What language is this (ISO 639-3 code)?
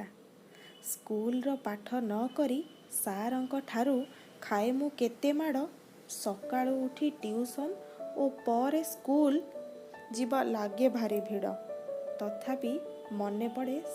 ori